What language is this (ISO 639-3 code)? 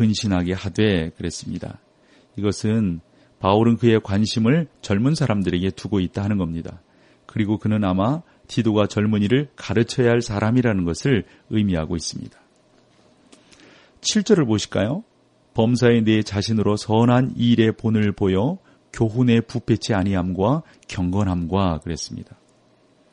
kor